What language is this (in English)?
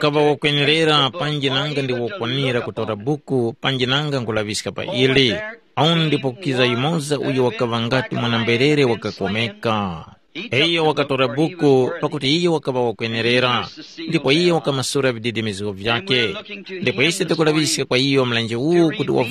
Tumbuka